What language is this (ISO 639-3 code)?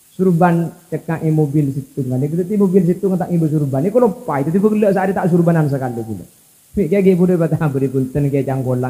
mad